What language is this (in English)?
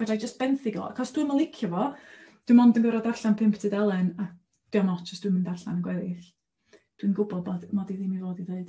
Welsh